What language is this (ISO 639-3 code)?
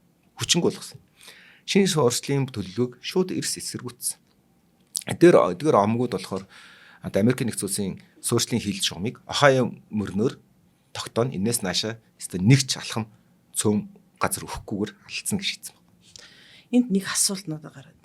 mon